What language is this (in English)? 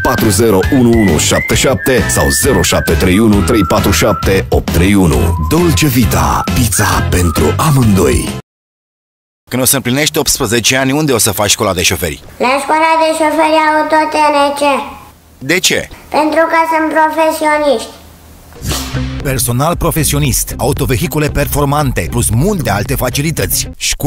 Romanian